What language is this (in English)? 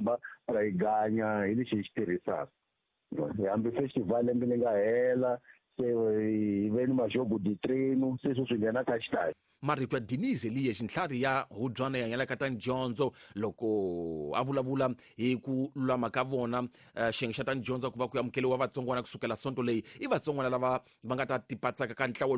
Tsonga